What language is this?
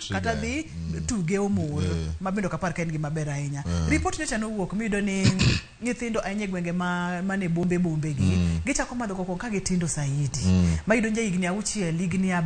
Luo (Kenya and Tanzania)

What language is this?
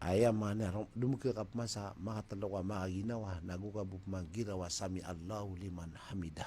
Maranao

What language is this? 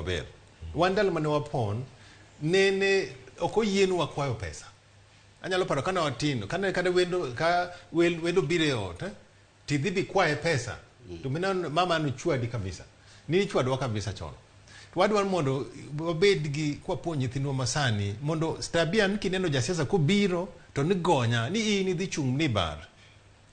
Luo (Kenya and Tanzania)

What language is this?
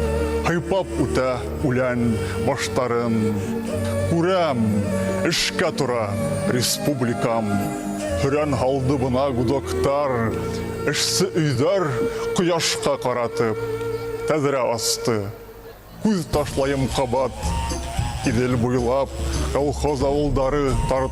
Bashkir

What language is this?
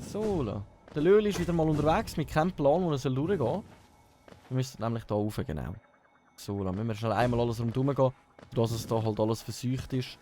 Swiss German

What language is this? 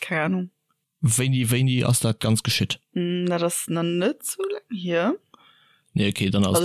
Luxembourgish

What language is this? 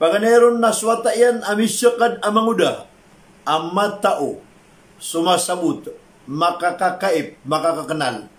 Maranao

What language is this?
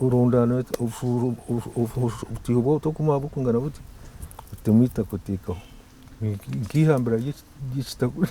Nyankole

